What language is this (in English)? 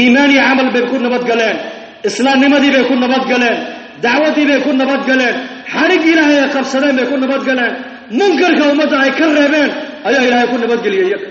Somali